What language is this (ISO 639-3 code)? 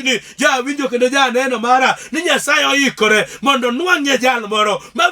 luo